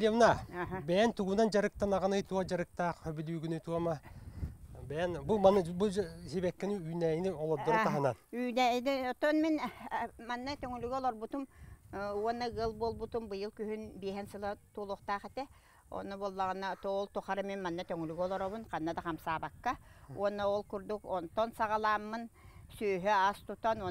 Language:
Yakut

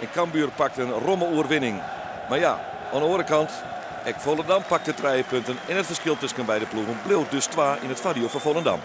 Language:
Western Frisian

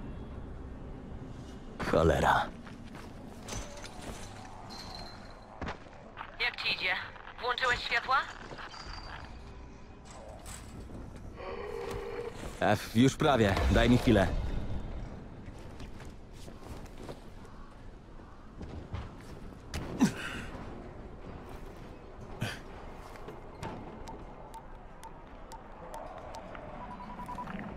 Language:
Polish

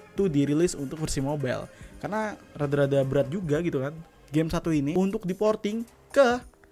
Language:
Indonesian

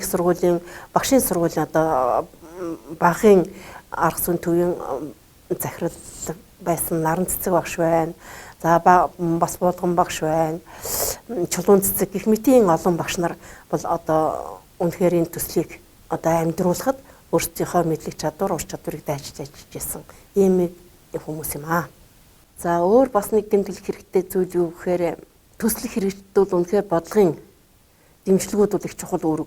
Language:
Mongolian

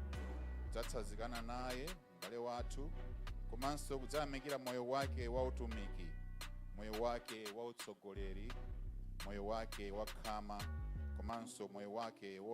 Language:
Nyanja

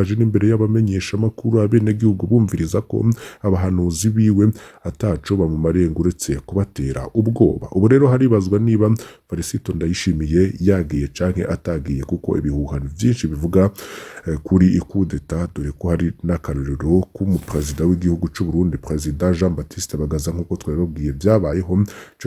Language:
Rundi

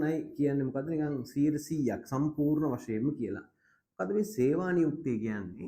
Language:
Sinhala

